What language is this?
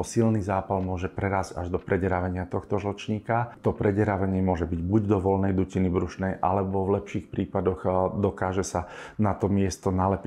Slovak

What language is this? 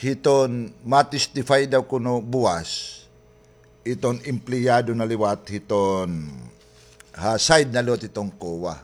Waray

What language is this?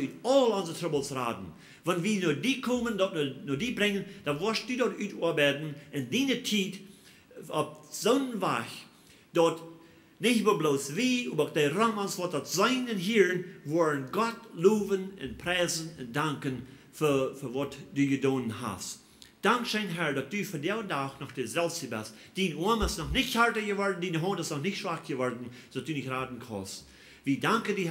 Plautdietsch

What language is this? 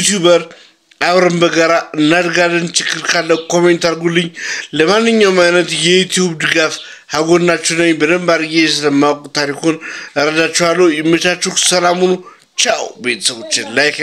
Amharic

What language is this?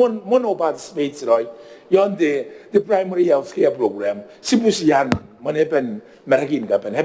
Gilbertese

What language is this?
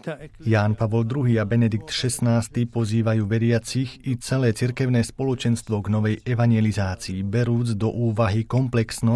Slovak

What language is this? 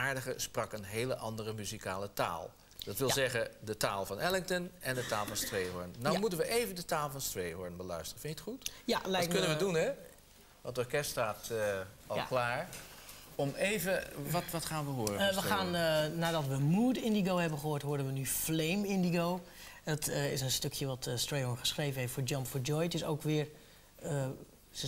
Dutch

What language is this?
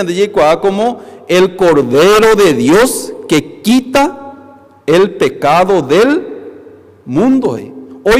Guarani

